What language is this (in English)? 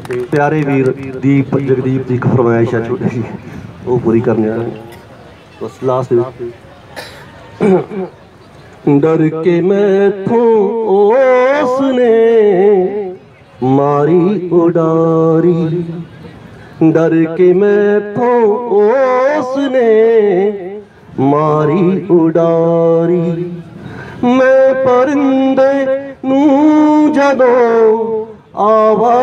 Punjabi